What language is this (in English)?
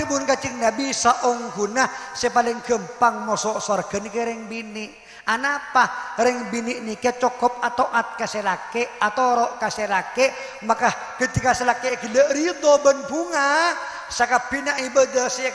Madurese